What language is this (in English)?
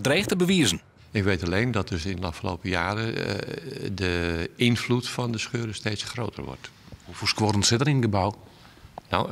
Western Frisian